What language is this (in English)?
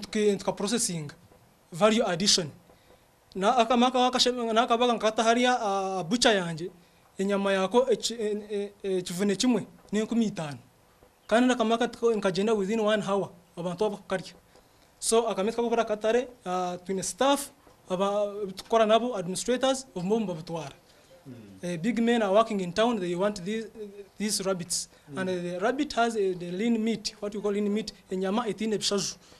Nyankole